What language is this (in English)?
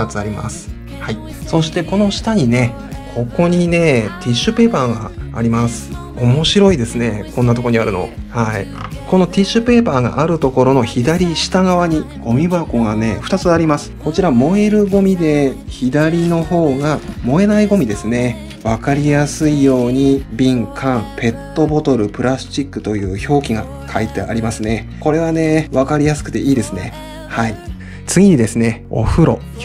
Japanese